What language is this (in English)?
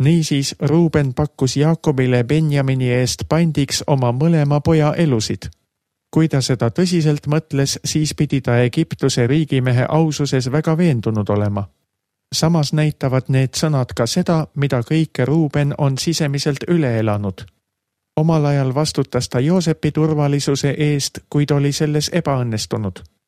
Estonian